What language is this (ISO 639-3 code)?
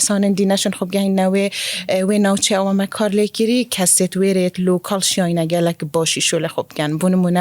kur